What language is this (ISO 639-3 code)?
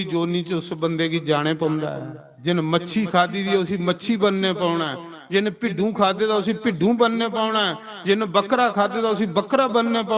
doi